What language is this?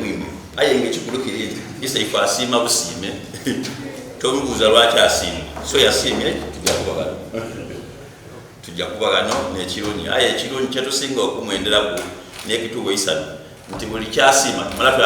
Soga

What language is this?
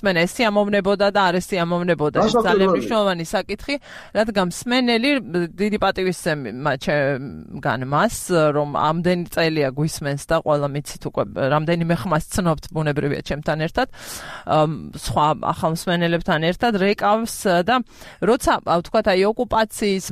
Georgian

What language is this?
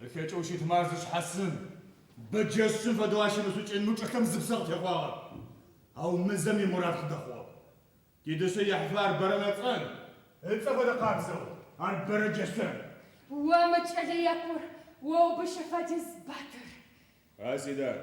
Adyghe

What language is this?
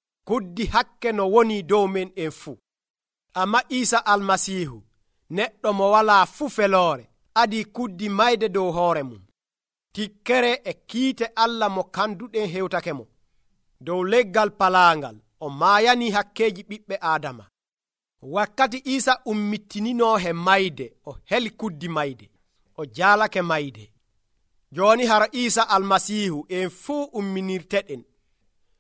Nigerian Fulfulde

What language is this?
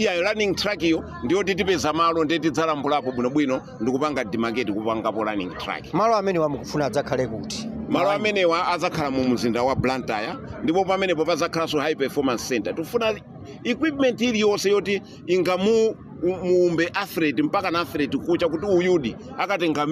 Nyanja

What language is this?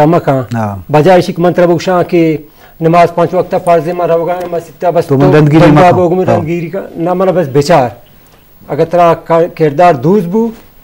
Eastern Balochi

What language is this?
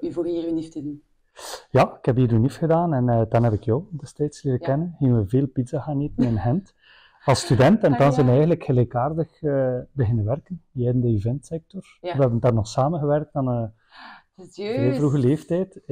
Dutch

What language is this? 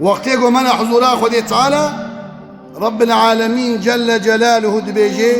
Kurdish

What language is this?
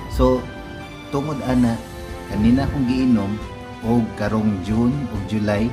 Cebuano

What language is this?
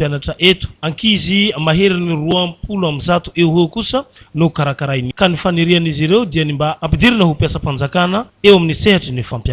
Malagasy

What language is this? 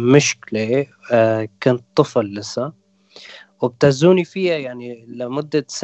North Levantine Arabic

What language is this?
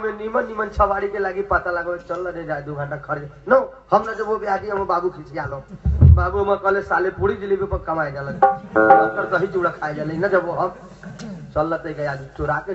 Bhojpuri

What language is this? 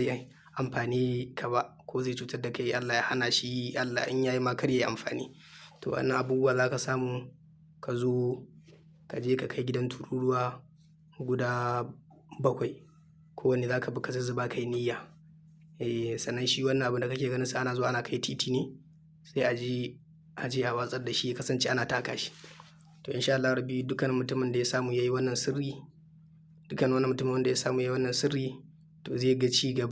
Hausa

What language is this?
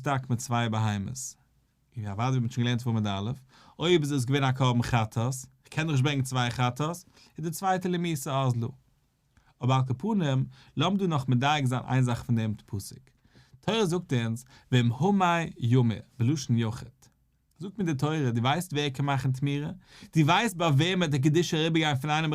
Yiddish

